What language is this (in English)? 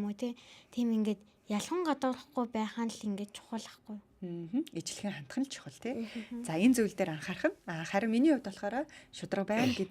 Mongolian